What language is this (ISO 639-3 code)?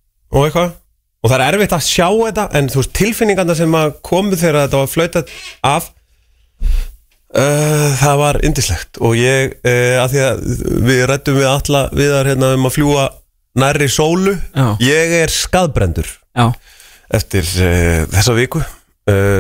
isl